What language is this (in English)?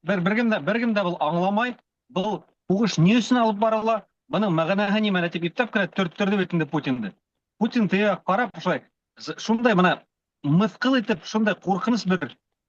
Bashkir